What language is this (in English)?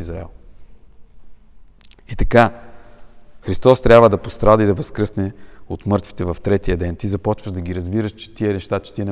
Bulgarian